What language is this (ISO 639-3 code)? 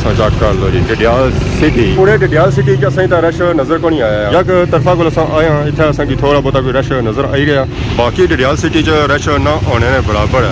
phr